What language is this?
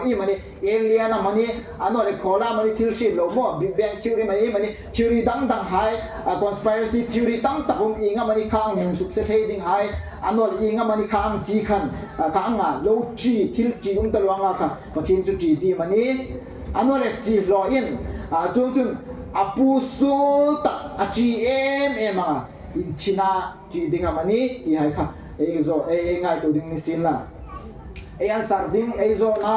Hmar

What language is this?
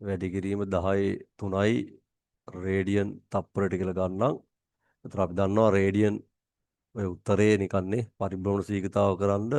Sinhala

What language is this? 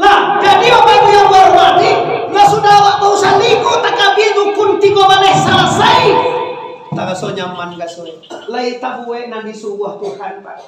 Minangkabau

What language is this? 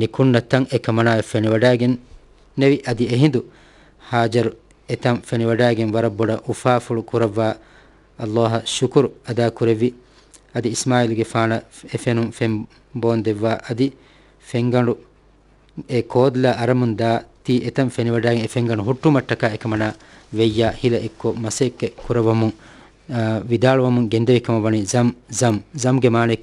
Divehi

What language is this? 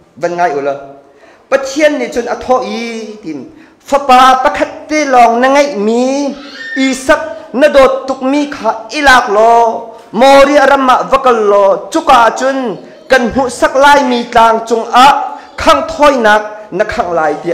Hakha Chin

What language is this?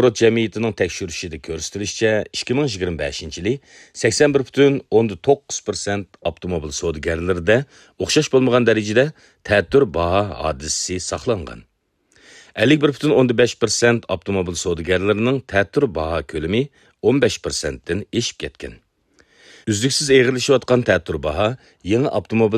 Uyghur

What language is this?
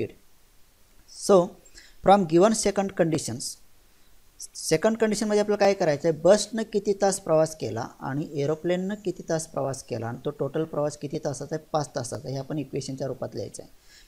Marathi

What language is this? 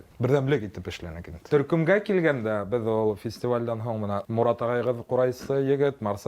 Bashkir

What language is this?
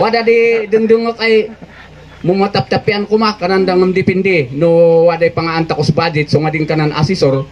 Kankanaey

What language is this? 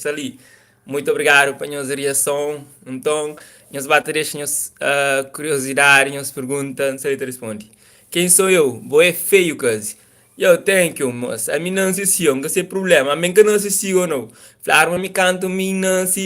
Kabuverdianu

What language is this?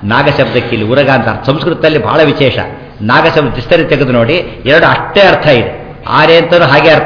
Kannada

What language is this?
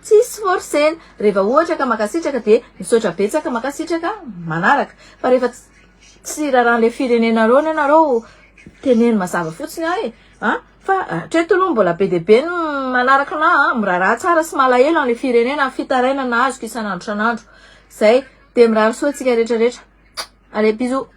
Malagasy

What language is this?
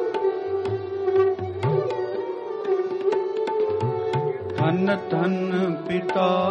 Hindi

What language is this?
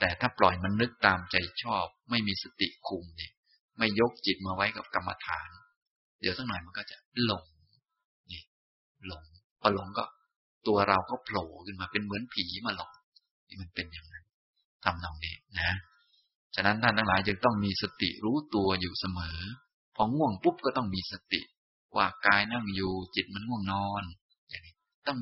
Thai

